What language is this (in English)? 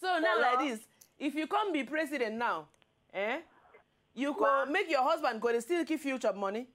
Nigerian Pidgin